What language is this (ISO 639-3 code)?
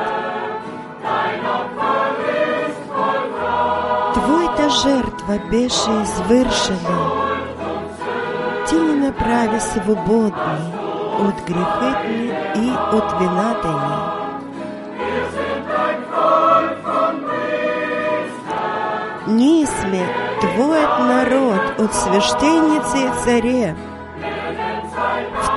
bul